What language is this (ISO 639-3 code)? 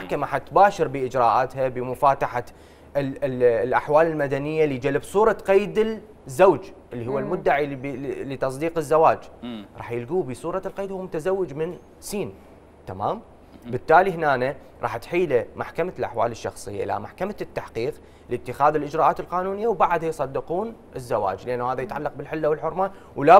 acm